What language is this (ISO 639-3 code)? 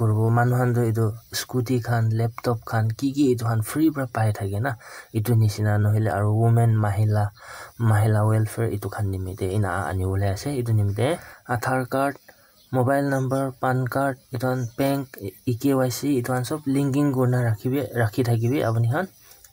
nag